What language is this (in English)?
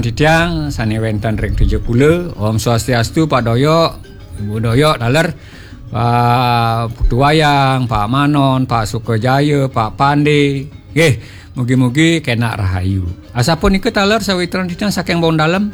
Balinese